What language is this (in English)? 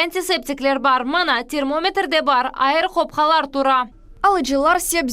Crimean Tatar